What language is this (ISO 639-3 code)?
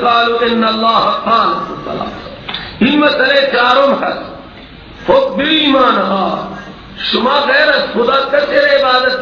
fas